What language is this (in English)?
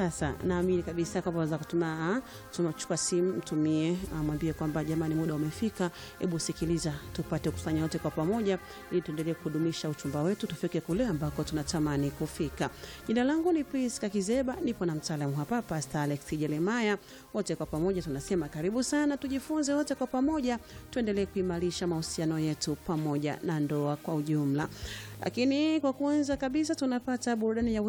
Swahili